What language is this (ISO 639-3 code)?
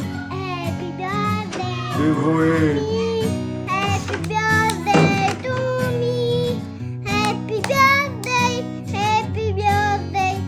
tgk